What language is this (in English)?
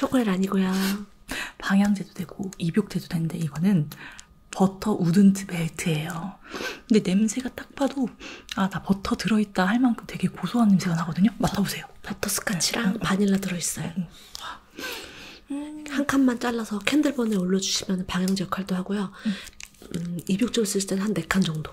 Korean